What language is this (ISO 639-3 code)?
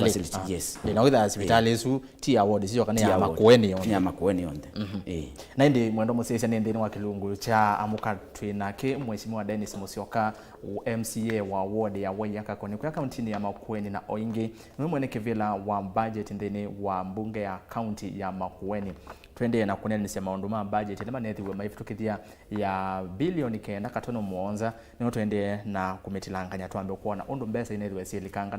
kam